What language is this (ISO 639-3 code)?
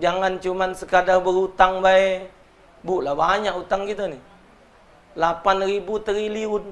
mui